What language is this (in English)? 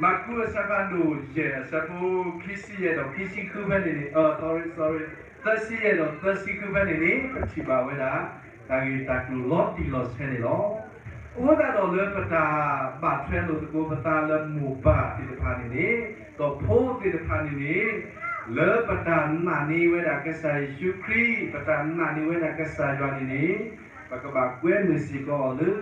S'gaw Karen